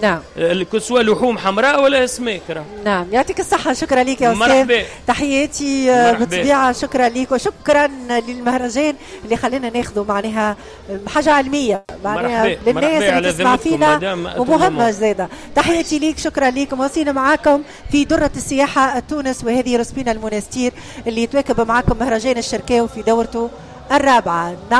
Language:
Tunisian Arabic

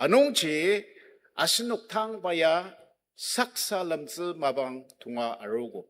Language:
Ao Naga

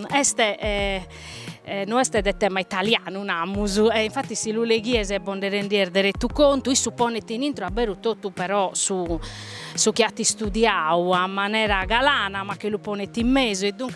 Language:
Sardinian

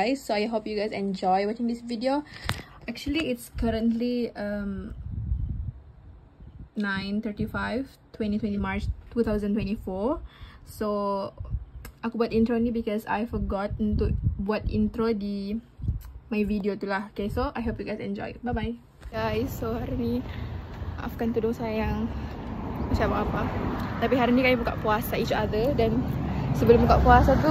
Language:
Malay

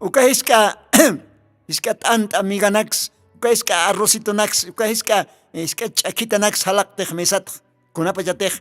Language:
Aymara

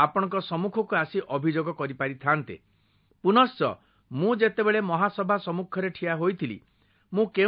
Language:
Odia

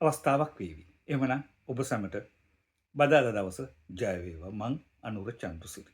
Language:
Sinhala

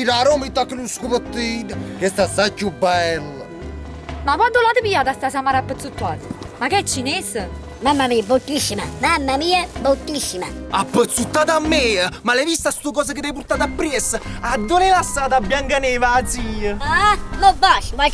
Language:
Neapolitan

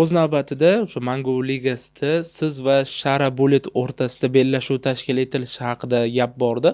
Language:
Uzbek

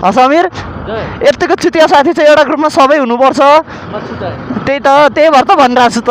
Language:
Nepali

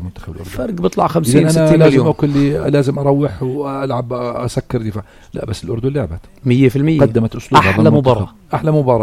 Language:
North Levantine Arabic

